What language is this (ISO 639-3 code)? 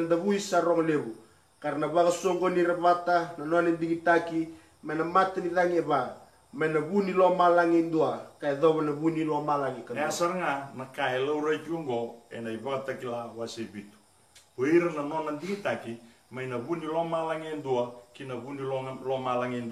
fij